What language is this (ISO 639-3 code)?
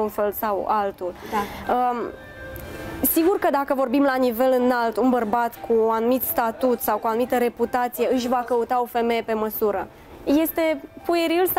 ron